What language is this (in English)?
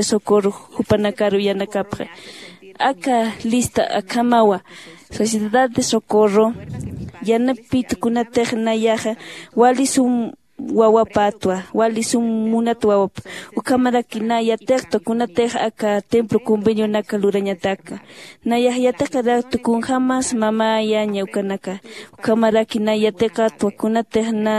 Aymara